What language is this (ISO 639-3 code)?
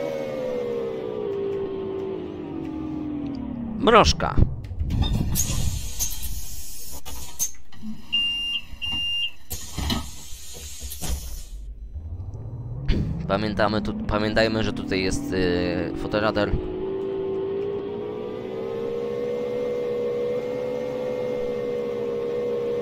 pol